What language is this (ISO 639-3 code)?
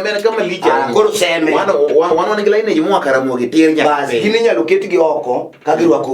luo